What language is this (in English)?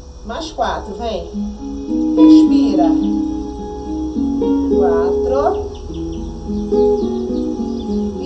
Portuguese